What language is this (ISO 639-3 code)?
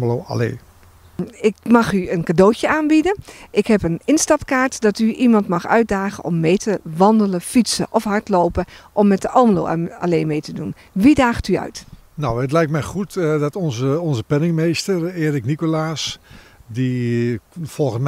nld